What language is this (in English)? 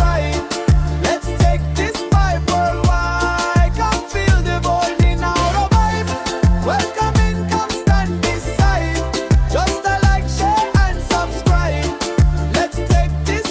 Fijian